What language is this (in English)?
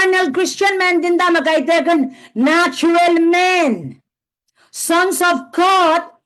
Pohnpeian